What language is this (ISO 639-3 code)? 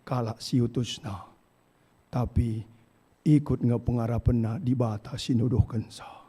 btx